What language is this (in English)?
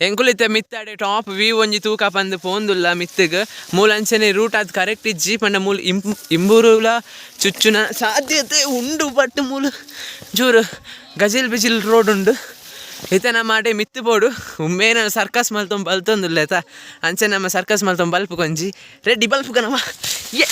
Tulu